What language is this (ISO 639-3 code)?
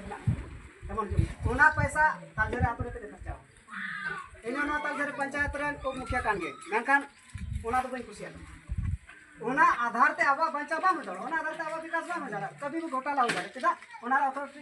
sat